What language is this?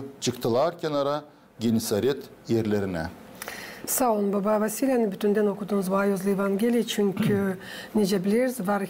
Gagauz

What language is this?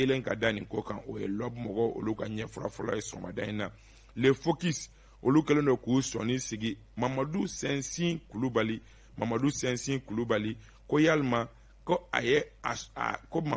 Bambara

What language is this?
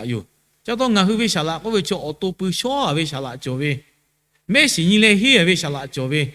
Lahu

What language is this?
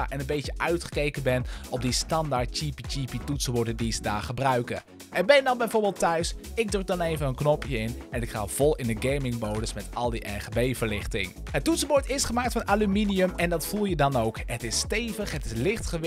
Dutch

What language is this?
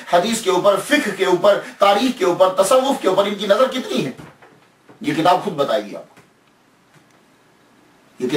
Urdu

